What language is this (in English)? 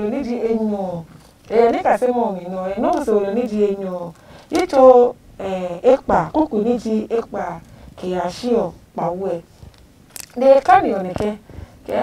Adangme